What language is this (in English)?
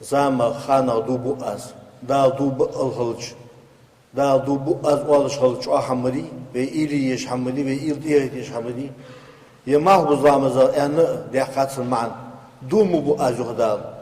Ingush